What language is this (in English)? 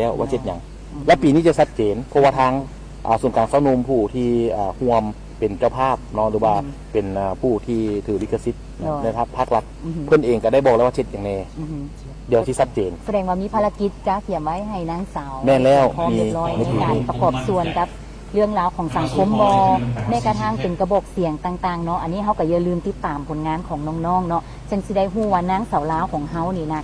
Lao